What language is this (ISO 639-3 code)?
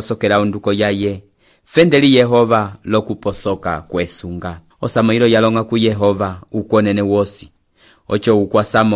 umb